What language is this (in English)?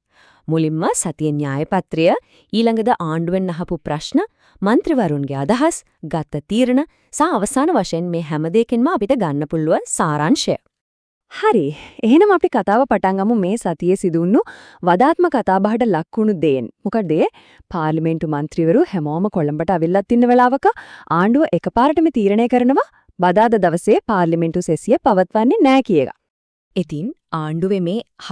Sinhala